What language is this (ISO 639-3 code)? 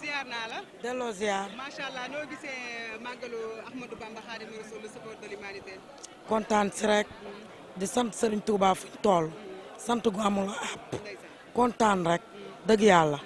wol